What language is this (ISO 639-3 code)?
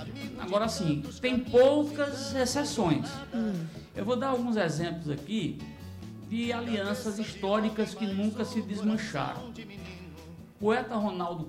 por